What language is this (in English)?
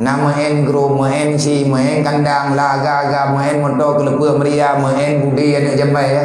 Achinese